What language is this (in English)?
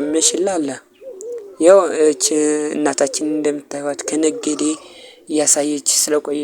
Amharic